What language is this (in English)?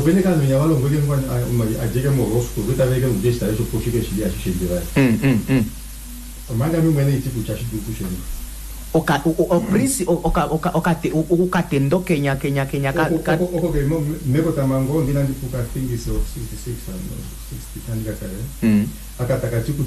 Kuanyama